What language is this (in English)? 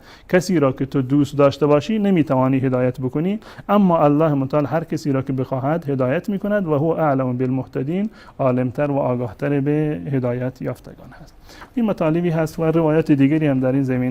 Persian